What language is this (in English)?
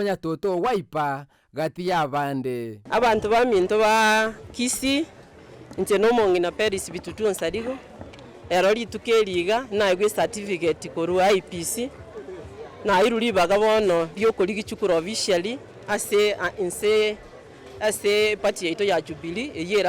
Gusii